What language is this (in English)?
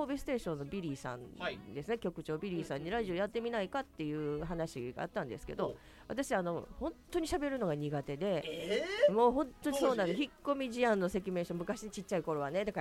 Japanese